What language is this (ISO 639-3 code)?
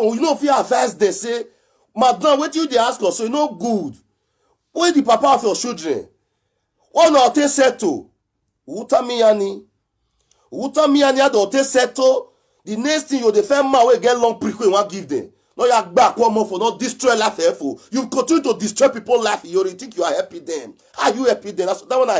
pcm